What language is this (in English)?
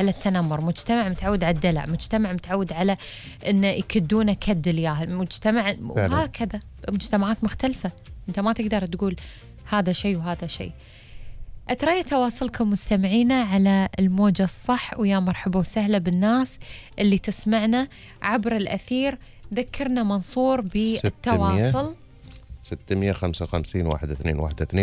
Gulf Arabic